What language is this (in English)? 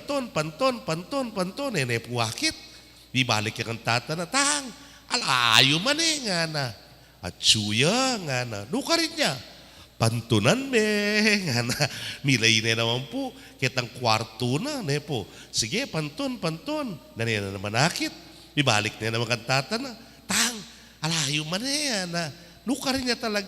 Pampanga